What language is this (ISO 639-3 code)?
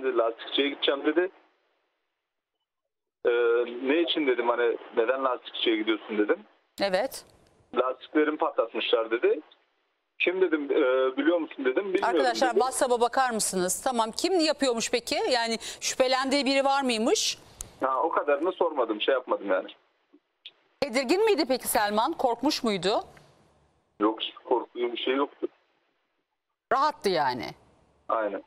tur